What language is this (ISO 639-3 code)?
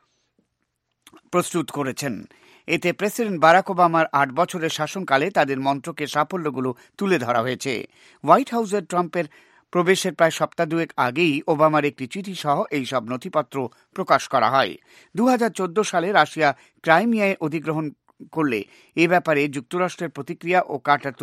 ben